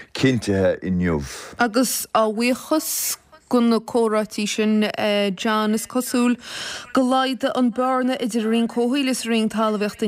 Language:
Irish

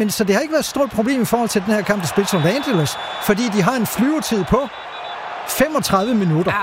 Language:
Danish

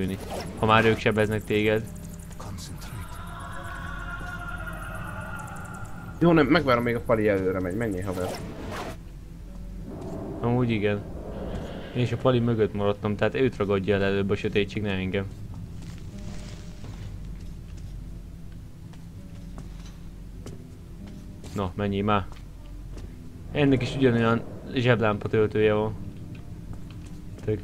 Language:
Hungarian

